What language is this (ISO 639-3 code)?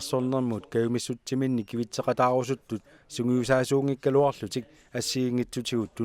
kal